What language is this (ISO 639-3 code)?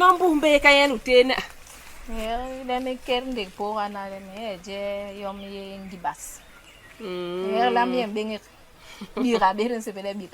bas